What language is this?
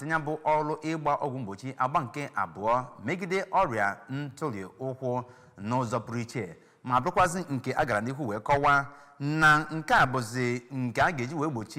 Igbo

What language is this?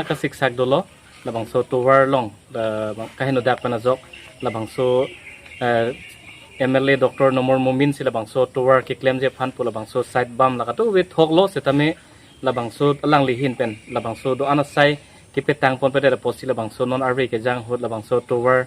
Karbi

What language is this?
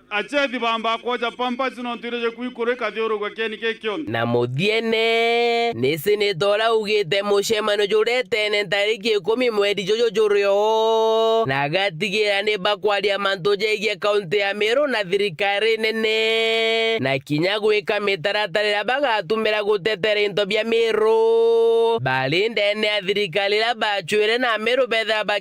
Meru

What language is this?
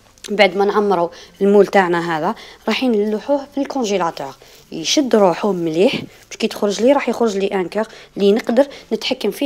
Algerian Arabic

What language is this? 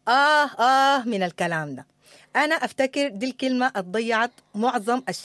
Sudanese Arabic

